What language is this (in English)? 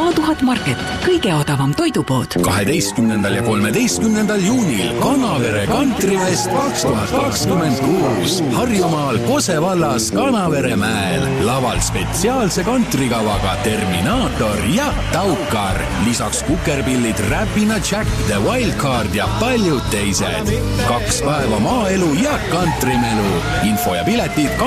Estonian